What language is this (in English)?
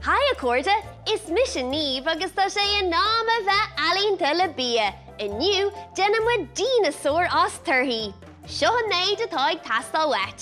Irish